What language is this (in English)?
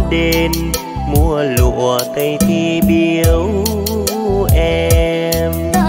Vietnamese